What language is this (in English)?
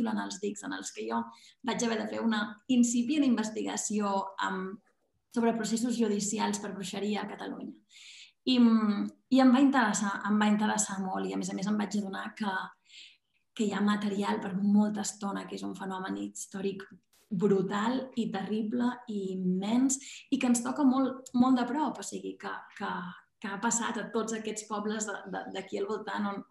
Catalan